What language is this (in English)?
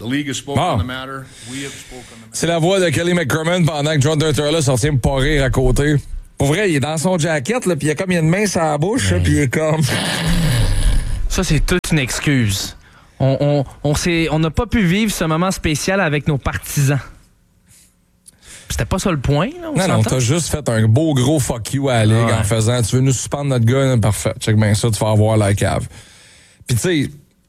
French